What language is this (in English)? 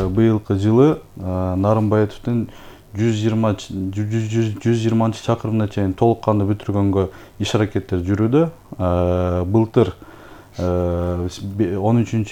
Kyrgyz